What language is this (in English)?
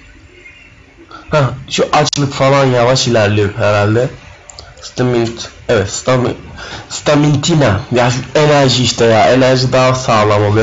Turkish